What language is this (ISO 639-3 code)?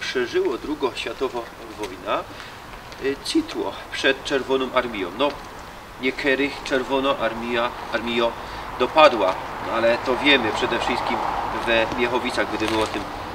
szl